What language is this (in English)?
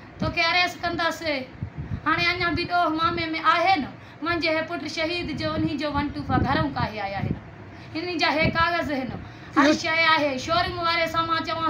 Sindhi